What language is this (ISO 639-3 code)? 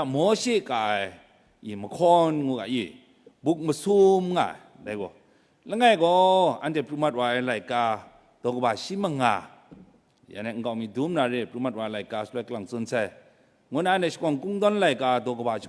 kac